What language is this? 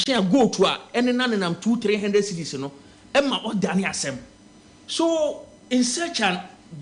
Akan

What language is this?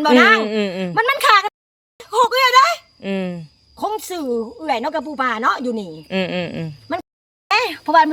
Northeastern Thai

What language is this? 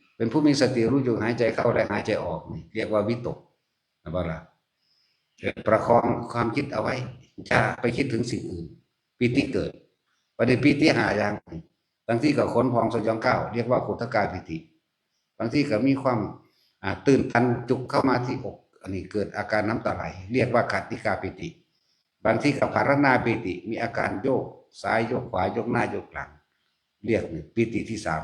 Northeastern Thai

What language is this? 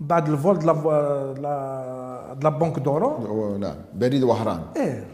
Algerian Arabic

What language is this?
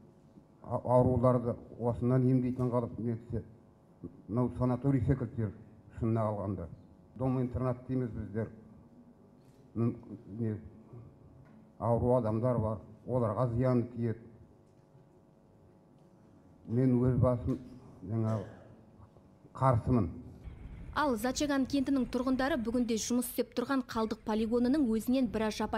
Kazakh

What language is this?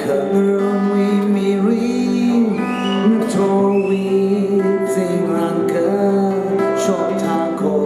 Tangkhul Naga (India)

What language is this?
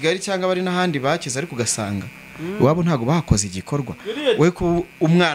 Kinyarwanda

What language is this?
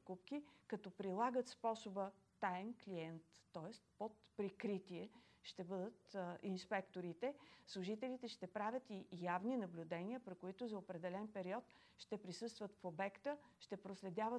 Bulgarian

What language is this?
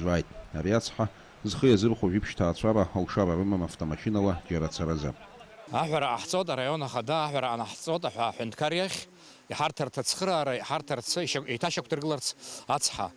Abkhazian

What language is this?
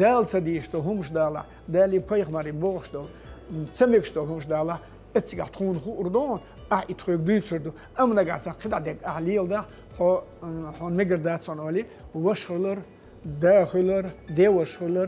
Chechen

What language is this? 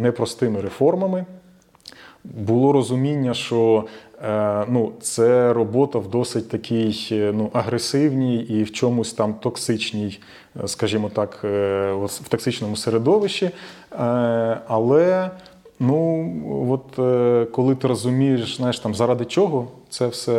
Ukrainian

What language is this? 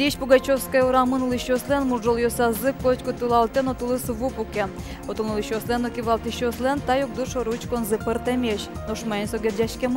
Udmurt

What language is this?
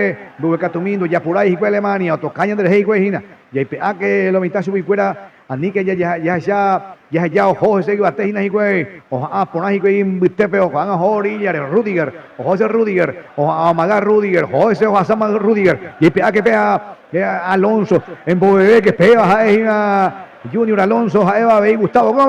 Guarani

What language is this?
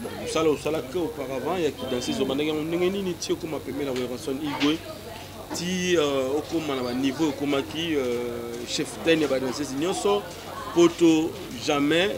Lingala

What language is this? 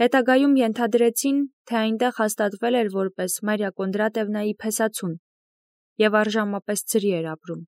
Armenian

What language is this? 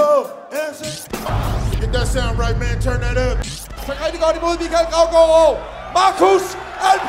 Danish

